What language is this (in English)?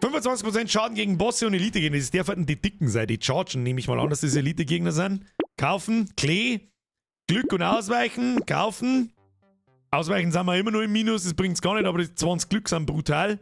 Bavarian